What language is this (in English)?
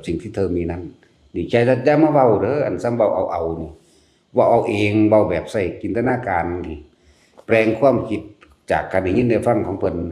Northeastern Thai